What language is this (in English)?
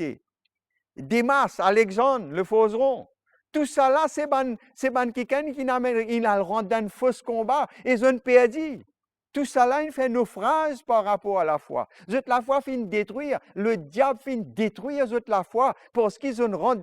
Morisyen